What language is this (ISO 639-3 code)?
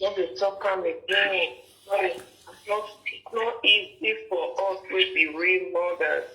pcm